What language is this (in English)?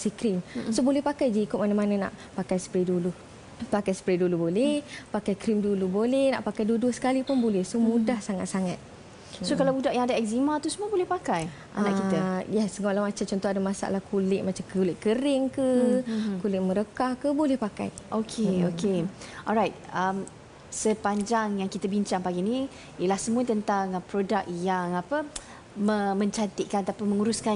Malay